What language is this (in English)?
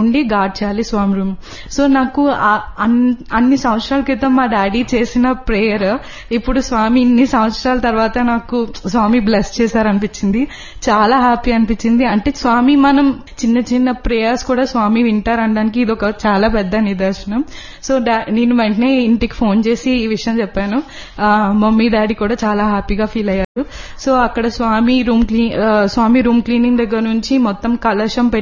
Telugu